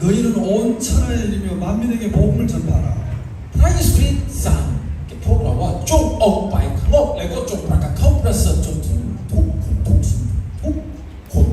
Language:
Lahu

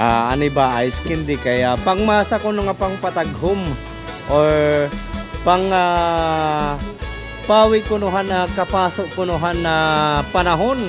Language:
Waray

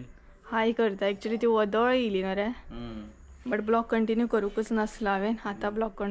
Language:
Konkani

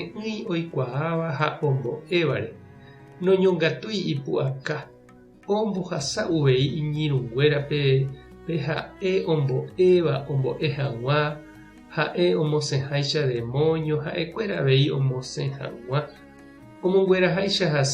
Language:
Guarani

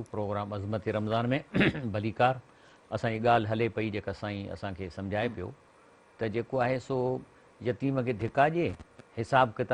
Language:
Sindhi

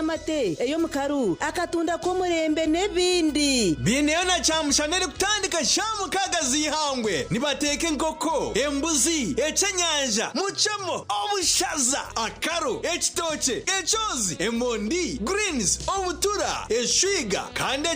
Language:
Nyankole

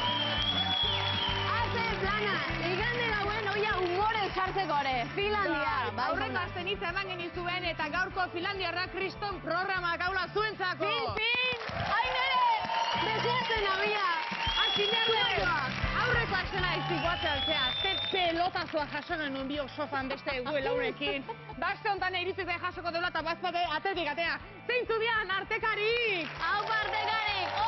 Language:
Basque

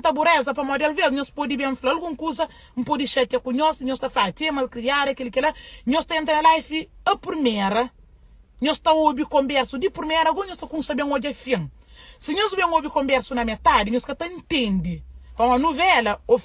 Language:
Kabuverdianu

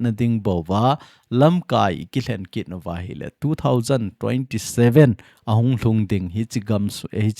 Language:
Thado Chin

